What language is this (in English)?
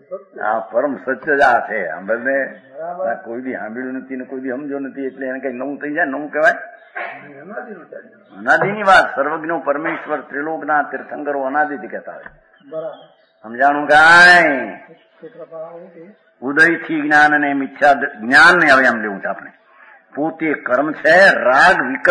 Gujarati